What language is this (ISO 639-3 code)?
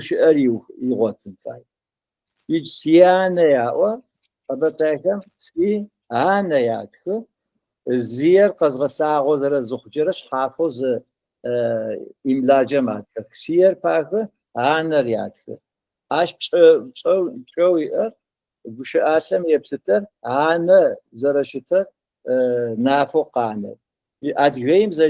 ady